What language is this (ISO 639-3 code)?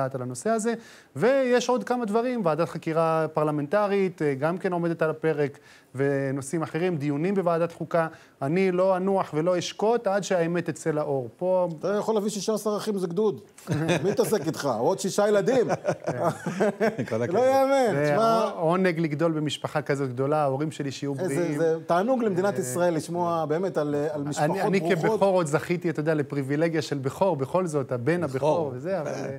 heb